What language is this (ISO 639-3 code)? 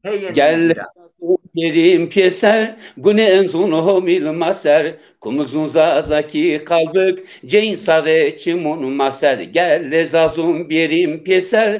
zza